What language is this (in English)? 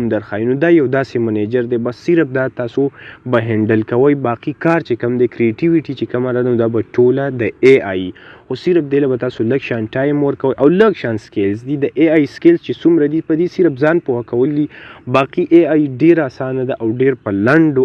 Pashto